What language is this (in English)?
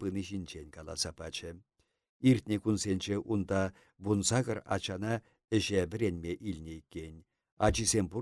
Chuvash